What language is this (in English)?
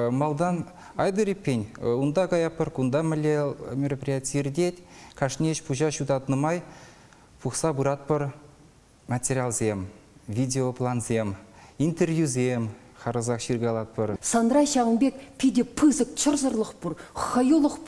Chuvash